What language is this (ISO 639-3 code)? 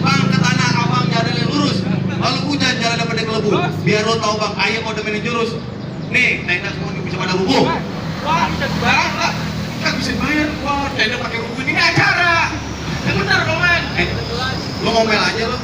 bew